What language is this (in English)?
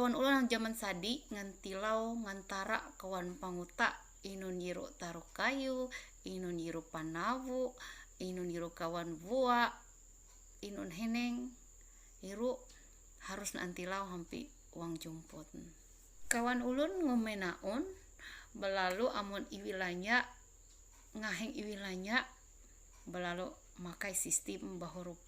Ma'anyan